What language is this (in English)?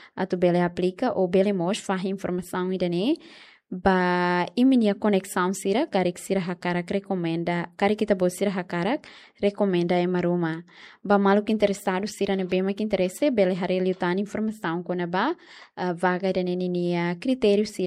Tetum